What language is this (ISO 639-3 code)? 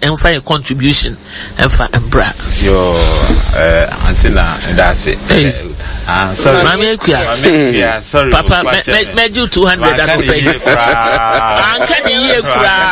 aka